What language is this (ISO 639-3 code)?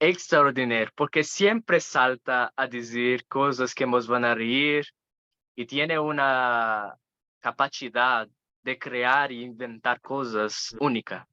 lad